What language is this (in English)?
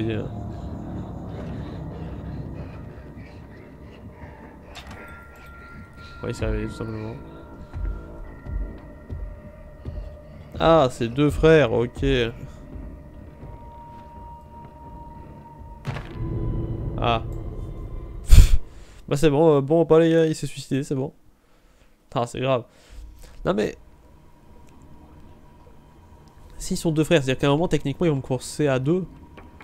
French